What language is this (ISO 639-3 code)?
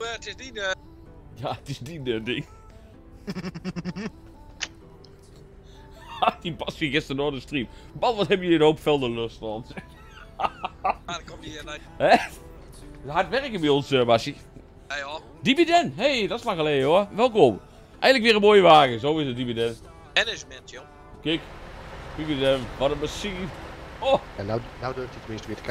nld